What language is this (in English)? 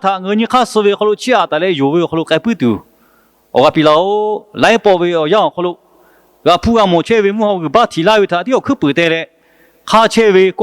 Lahu